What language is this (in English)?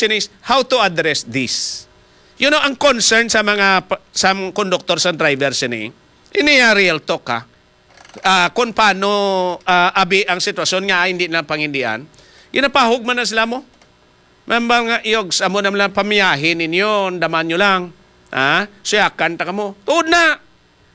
Hiligaynon